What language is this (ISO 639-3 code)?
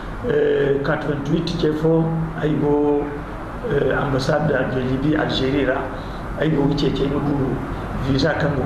dje